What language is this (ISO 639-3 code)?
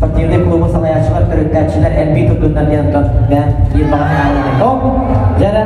sah